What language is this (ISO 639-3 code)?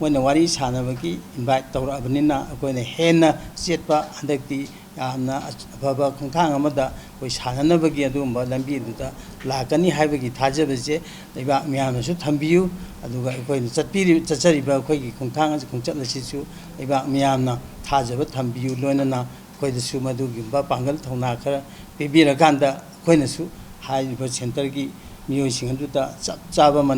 mni